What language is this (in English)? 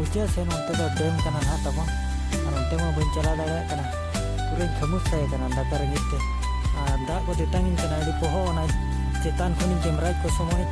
Santali